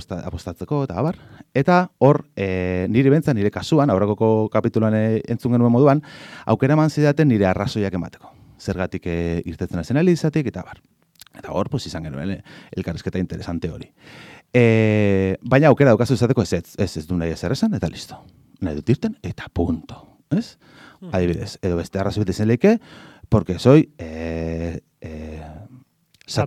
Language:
Basque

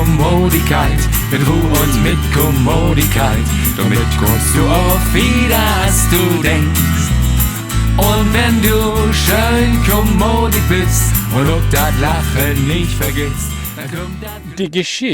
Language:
Low German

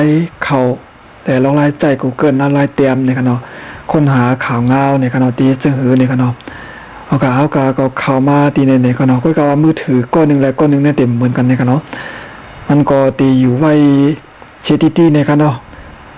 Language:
Shan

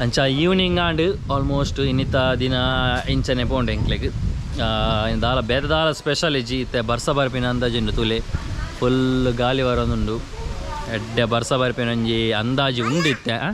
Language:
Tulu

